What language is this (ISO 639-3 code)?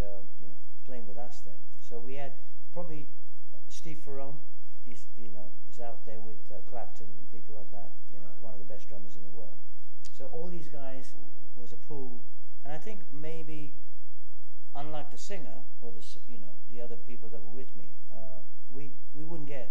eng